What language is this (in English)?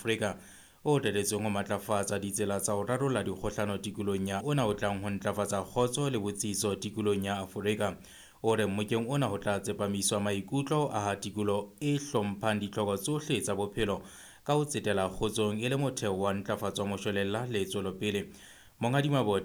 Southern Sotho